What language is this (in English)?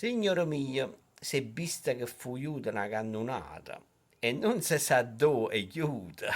Neapolitan